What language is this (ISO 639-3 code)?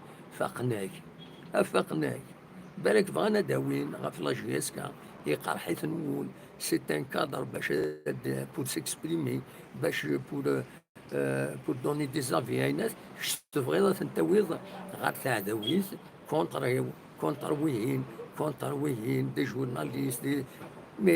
kab